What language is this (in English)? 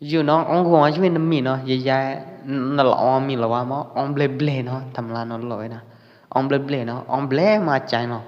Pwo Eastern Karen